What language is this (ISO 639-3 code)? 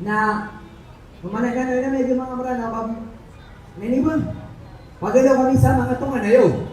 mrw